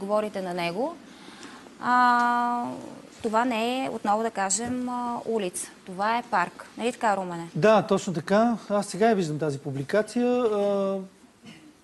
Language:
Bulgarian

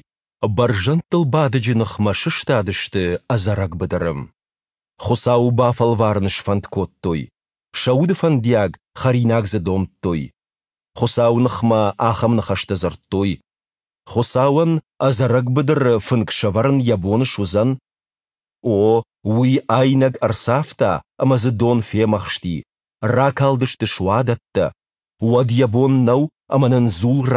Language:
Ossetic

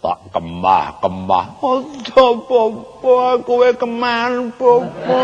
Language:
Javanese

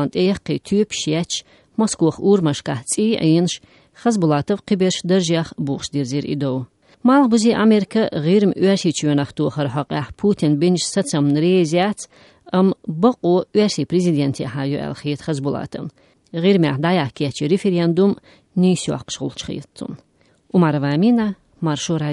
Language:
Chechen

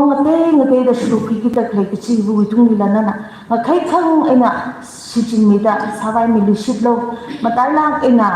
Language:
Tangkhul Naga (India)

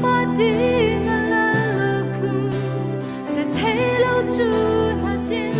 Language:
Hmar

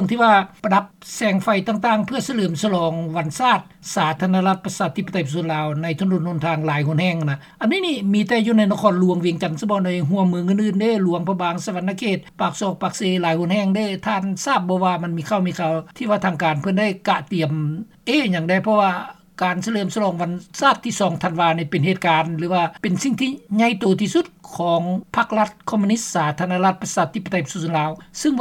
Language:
Lao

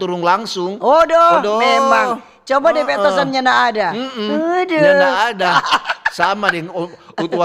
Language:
Manado Malay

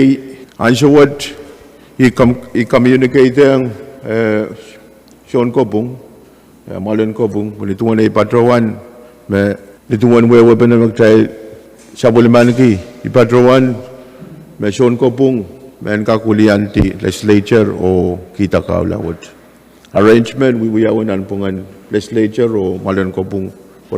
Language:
Pohnpeian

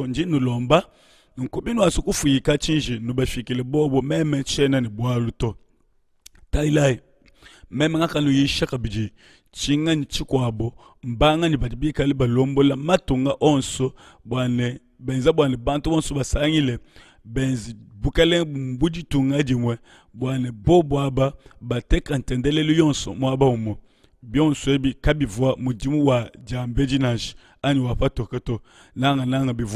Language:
Luba-Lulua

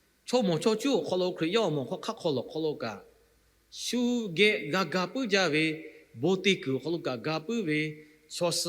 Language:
Lahu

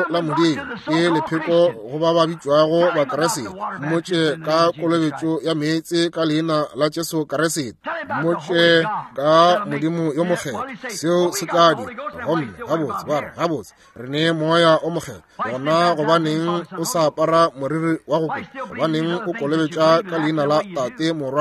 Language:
Northern Sotho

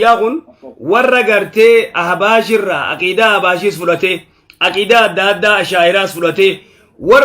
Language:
Oromo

